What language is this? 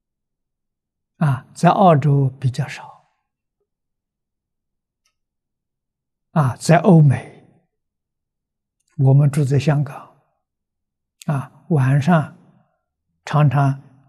Chinese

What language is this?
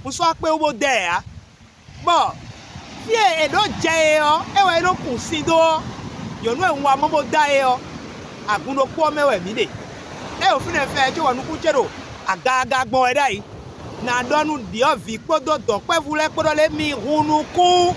Fon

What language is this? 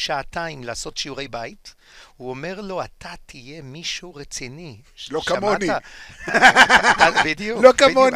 Hebrew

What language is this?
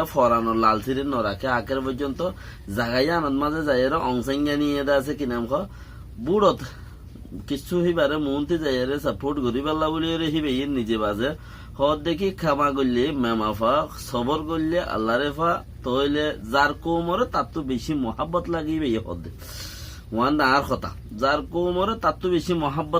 Rohingya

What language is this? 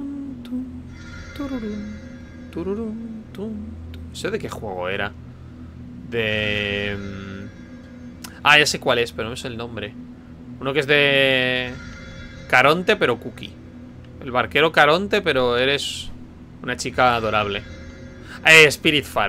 Spanish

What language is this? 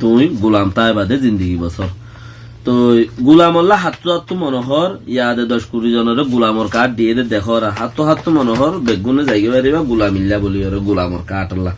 Rohingya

